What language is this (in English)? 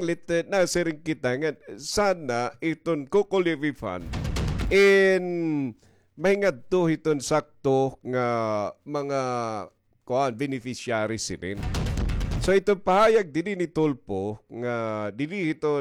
Waray